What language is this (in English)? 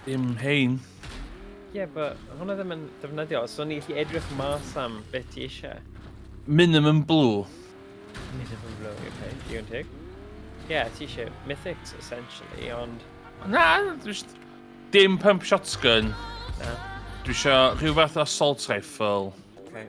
Welsh